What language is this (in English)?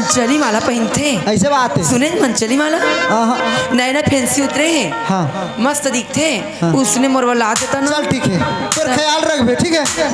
Chhattisgarhi